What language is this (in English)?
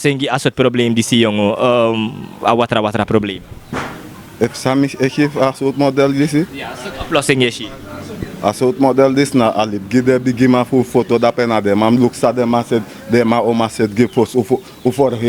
Sranan Tongo